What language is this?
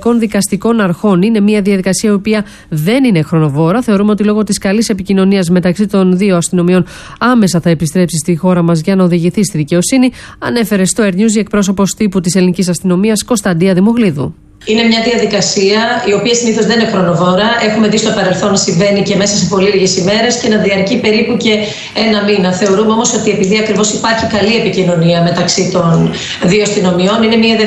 Greek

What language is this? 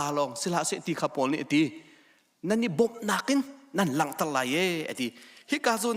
Hakha Chin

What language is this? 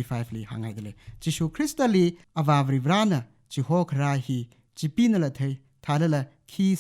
Tangkhul Naga (India)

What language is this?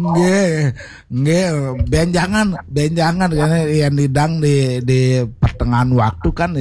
Balinese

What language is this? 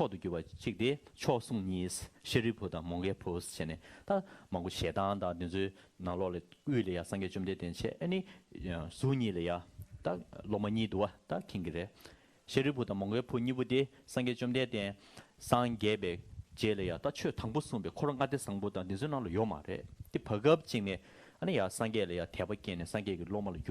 Tibetan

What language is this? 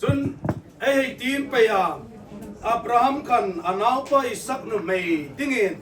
Hmar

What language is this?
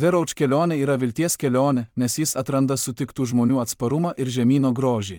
Lithuanian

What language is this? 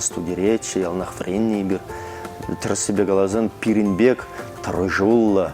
Chuvash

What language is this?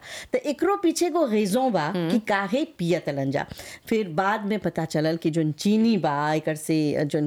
Bhojpuri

